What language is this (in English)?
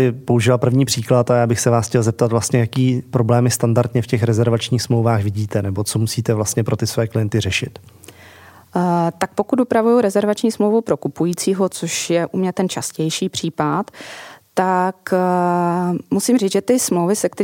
Czech